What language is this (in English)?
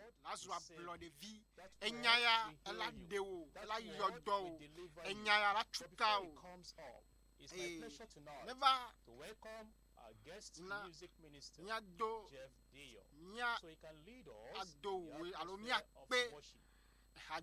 Ewe